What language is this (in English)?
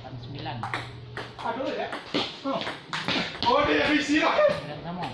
Minangkabau